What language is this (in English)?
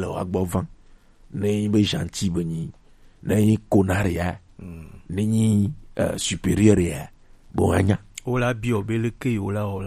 Gen